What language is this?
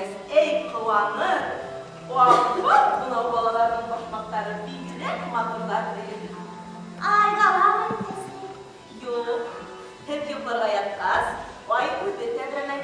Bashkir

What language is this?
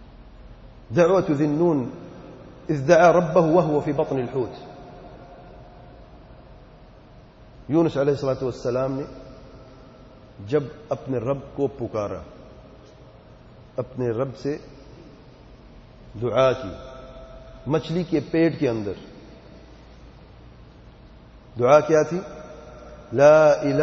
Urdu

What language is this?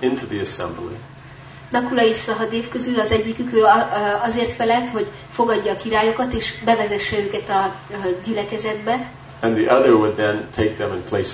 Hungarian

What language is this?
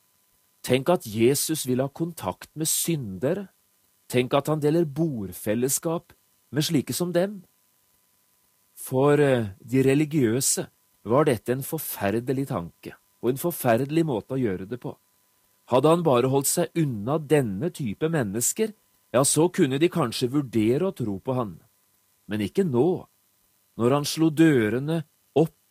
Norwegian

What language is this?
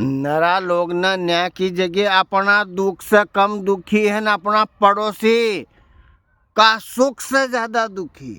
Rajasthani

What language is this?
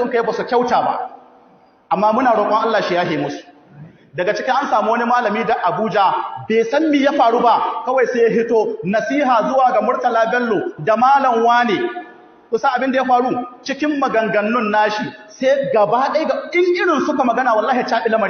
Hausa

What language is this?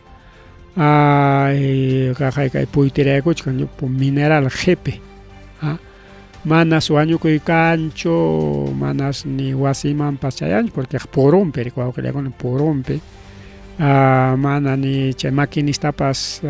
Ayacucho Quechua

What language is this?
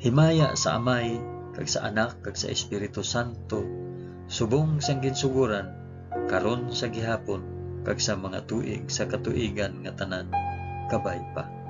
Hiligaynon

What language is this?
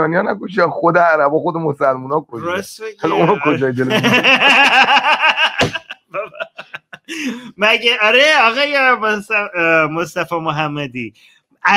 Persian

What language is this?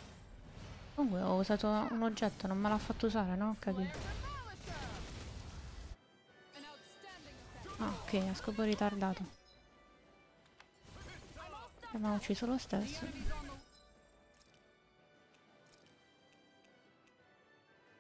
Italian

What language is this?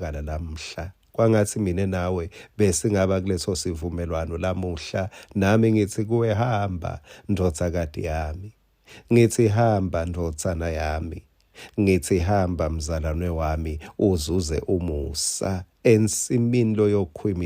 Swati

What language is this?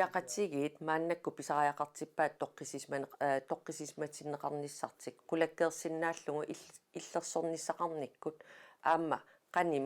Kalaallisut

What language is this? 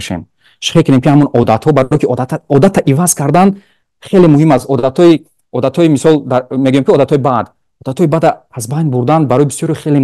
Tajik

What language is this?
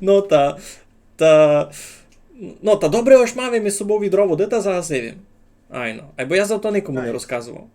Rusyn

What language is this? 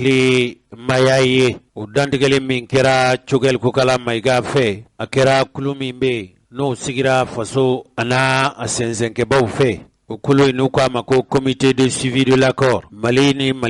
Bambara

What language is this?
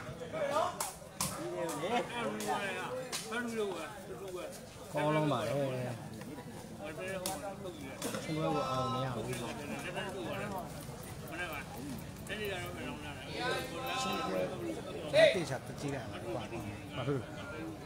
Burmese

